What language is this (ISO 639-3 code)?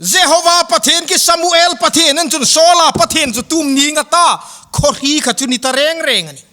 hmr